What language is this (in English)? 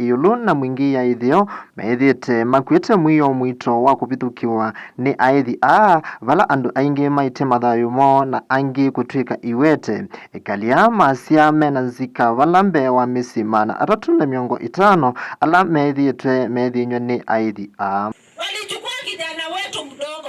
Kamba